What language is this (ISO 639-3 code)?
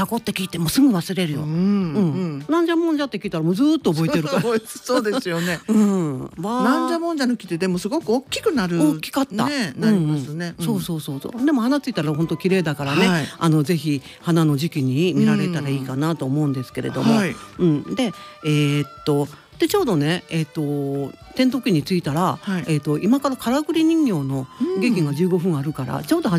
jpn